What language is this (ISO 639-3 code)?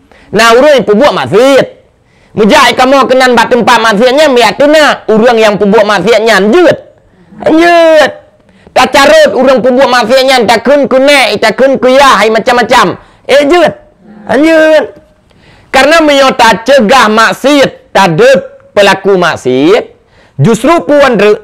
ace